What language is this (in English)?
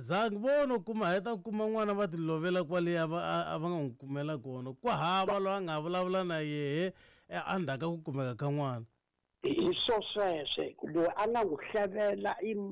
Tsonga